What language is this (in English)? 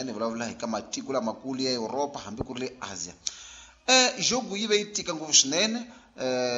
Tsonga